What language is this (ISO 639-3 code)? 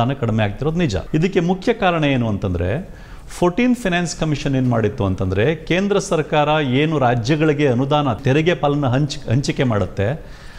kan